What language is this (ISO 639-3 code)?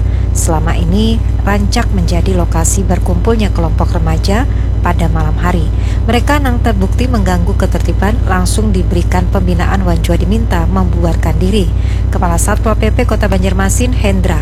bjn